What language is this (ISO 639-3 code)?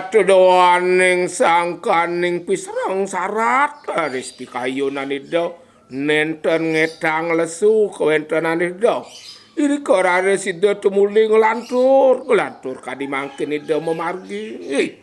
ban